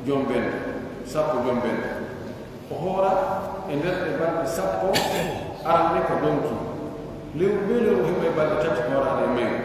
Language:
Pular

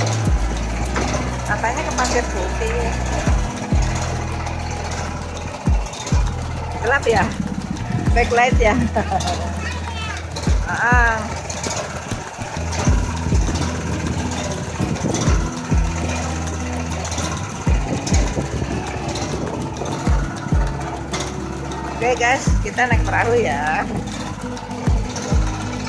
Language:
Indonesian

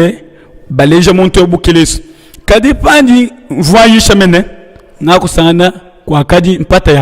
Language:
Luba-Lulua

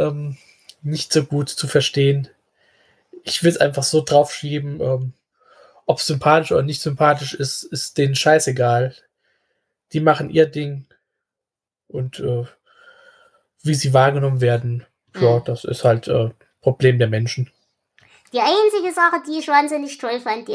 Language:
German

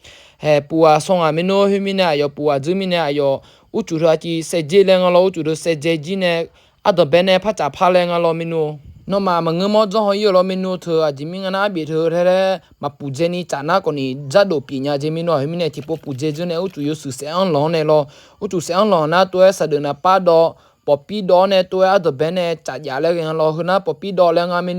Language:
Akha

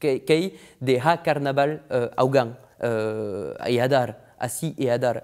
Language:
Occitan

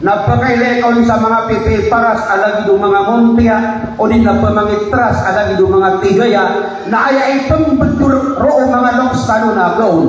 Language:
Maranao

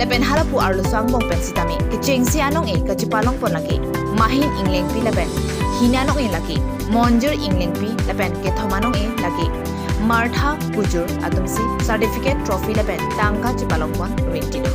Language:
Karbi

